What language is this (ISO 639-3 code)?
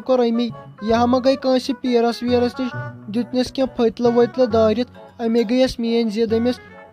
kas